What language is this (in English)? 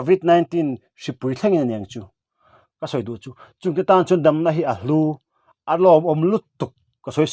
Mizo